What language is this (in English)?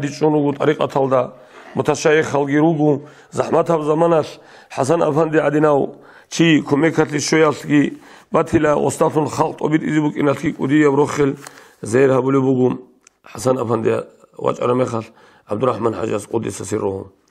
Avaric